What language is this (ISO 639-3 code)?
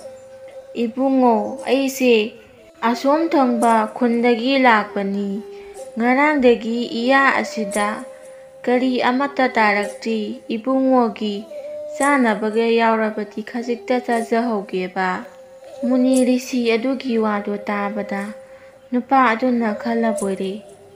mni